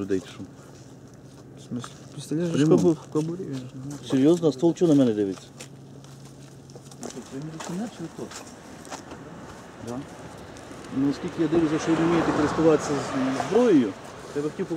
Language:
Ukrainian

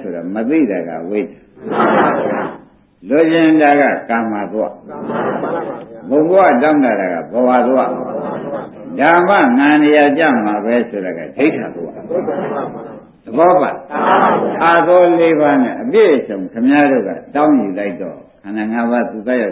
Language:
Burmese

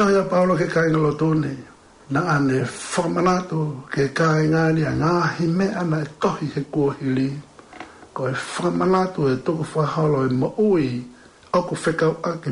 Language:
Tongan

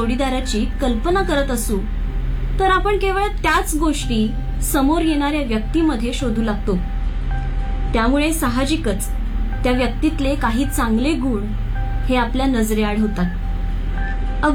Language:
Marathi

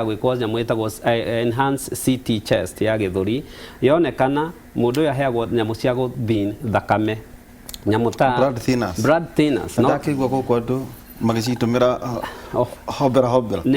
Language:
Kikuyu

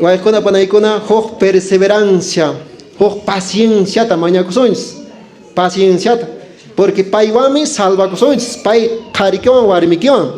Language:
Quechua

